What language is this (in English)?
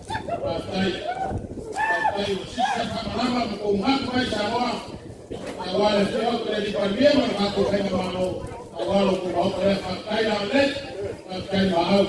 Samoan